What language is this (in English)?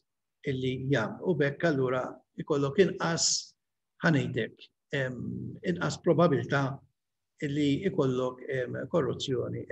Maltese